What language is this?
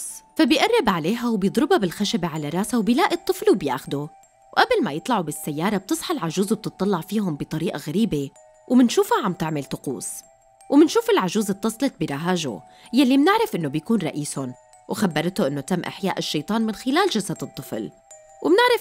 North Levantine Arabic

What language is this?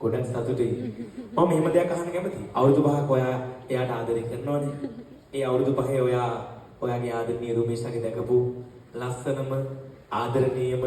Sinhala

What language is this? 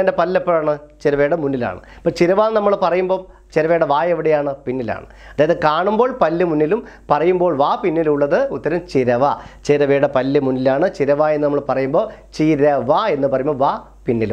Malayalam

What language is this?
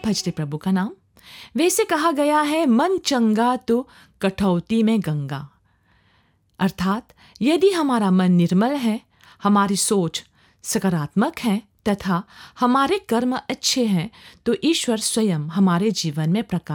Hindi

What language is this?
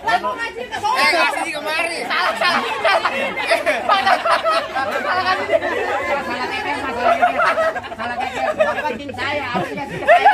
Betawi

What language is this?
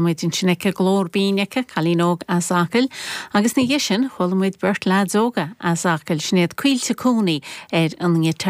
Irish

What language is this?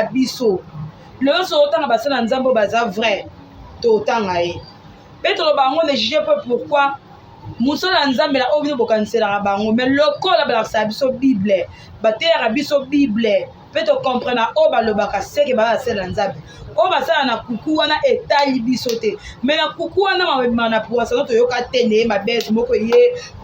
Lingala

